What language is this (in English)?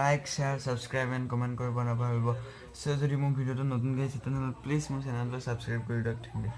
Assamese